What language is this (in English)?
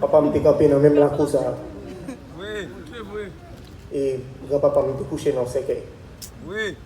Haitian Creole